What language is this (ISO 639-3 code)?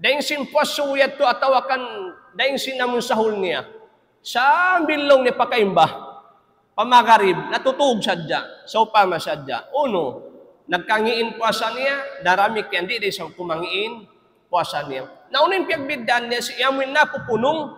tsg